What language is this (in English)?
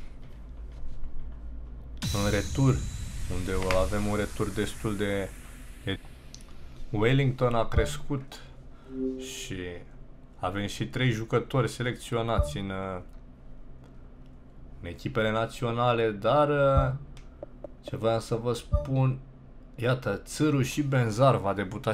Romanian